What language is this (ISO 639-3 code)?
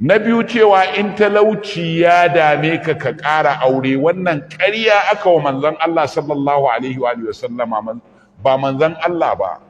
hau